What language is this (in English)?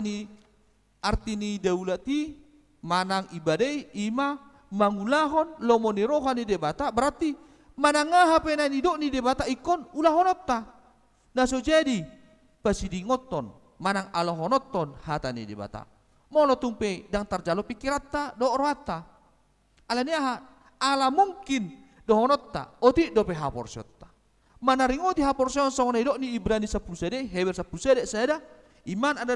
Batak Toba